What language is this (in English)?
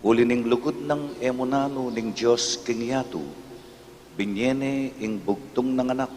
Pampanga